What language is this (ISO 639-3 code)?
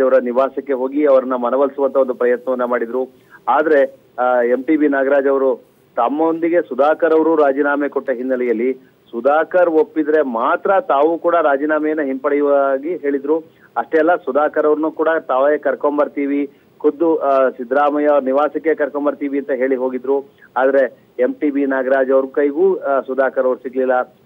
kan